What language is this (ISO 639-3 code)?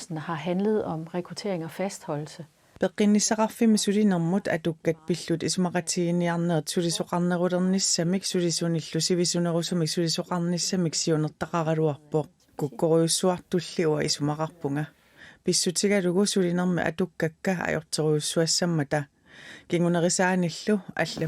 kal